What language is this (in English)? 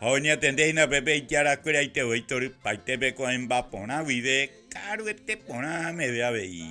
Guarani